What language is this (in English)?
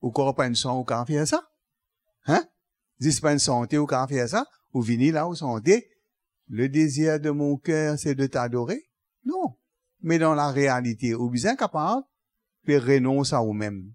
Morisyen